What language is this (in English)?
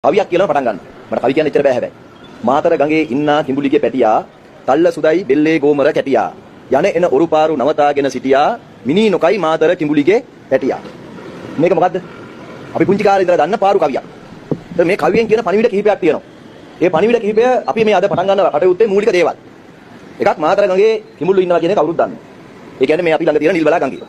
Sinhala